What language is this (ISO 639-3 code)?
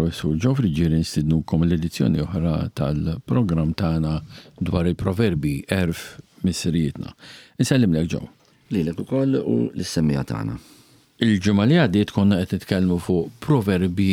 mlt